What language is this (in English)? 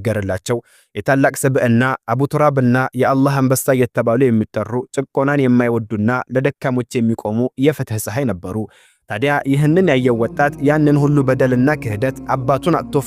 Amharic